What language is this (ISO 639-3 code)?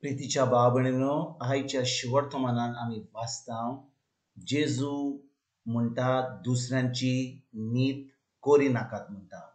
kok